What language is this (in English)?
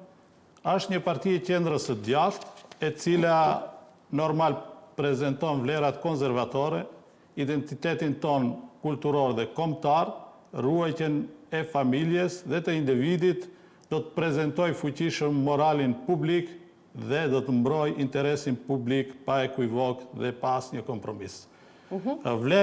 Albanian